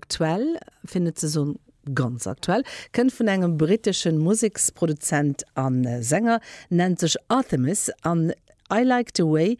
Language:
Luxembourgish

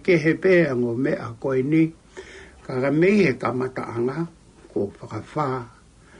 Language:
Tongan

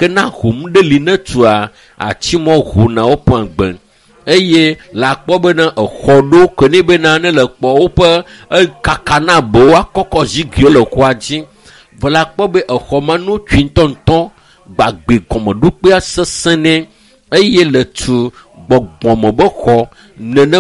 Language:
Ewe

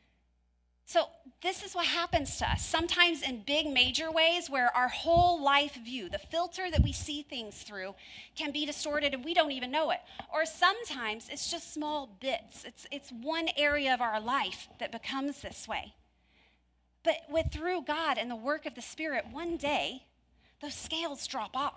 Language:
English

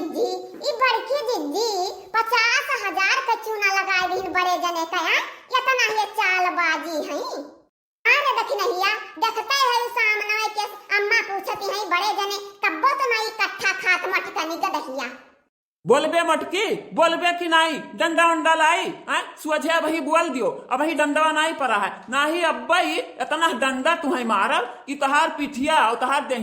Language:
Awadhi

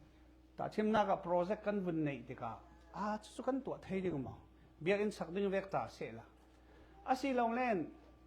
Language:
Falam Chin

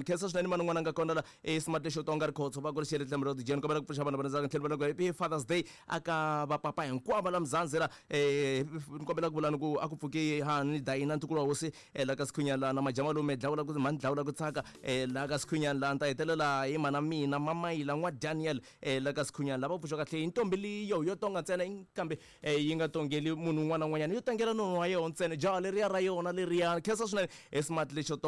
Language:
Tsonga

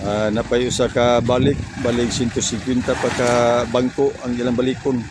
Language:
Cebuano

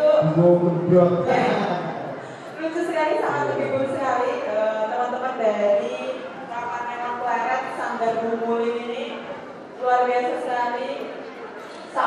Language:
Indonesian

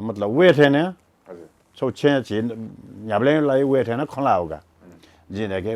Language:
Newari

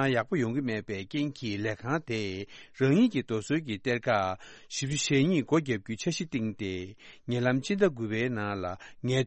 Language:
Tibetan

